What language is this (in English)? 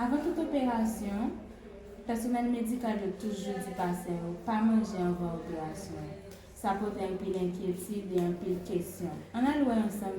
Haitian Creole